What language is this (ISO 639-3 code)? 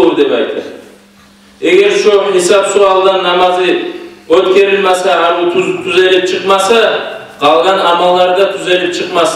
kum